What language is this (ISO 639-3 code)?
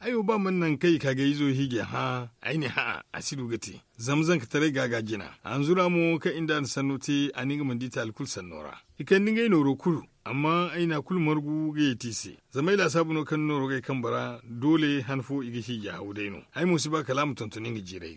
dje